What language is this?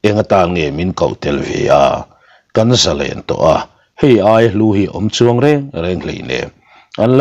Mizo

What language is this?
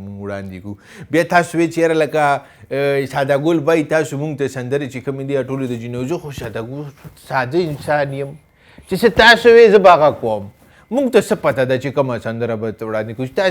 Pashto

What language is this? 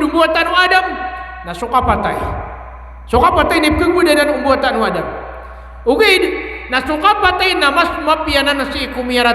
Maranao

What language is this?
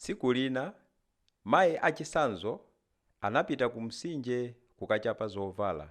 Nyanja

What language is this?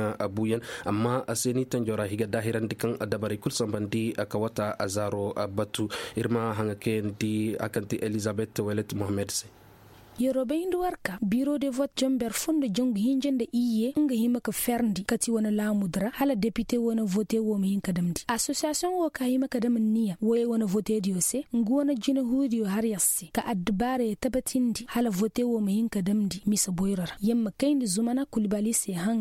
Koyraboro Senni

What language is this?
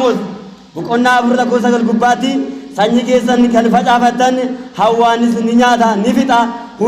Oromo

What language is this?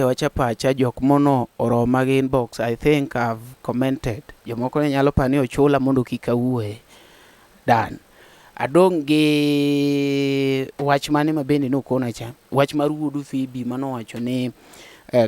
Luo (Kenya and Tanzania)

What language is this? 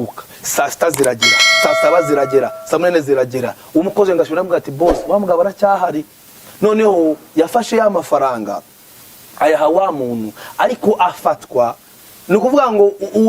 Kinyarwanda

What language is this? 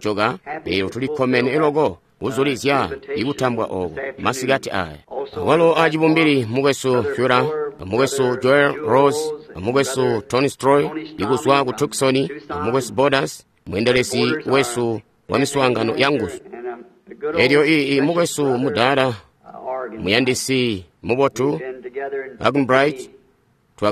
Tonga (Zambia)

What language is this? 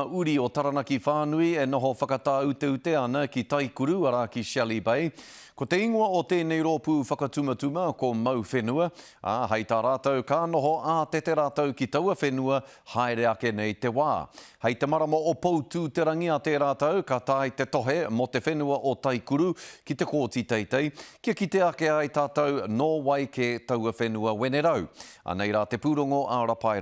Māori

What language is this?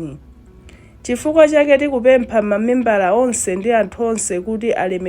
Nyanja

